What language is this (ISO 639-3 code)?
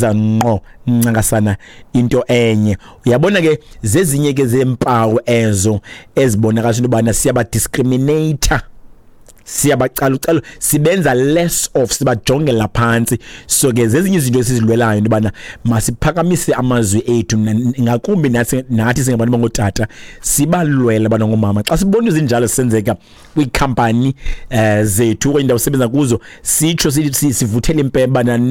xho